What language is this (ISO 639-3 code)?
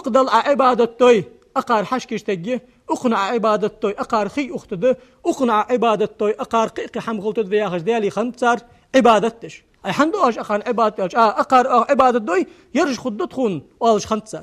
inh